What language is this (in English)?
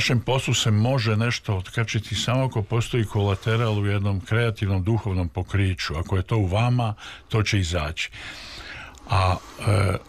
Serbian